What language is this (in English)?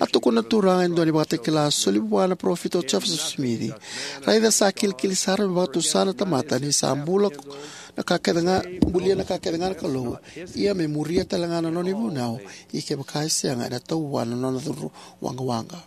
Fijian